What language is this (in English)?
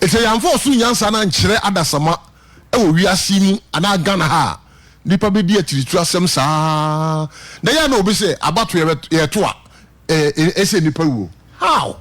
Akan